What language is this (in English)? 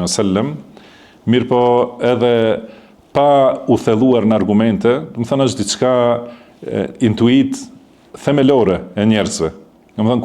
Albanian